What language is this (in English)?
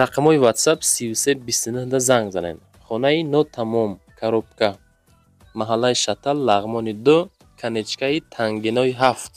Tajik